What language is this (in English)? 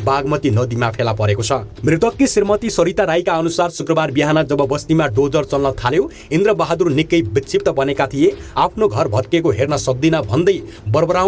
Nepali